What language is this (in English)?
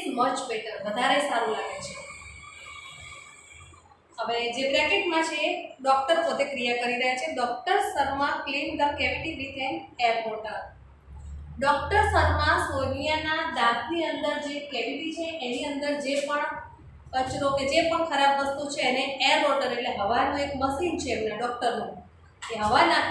Gujarati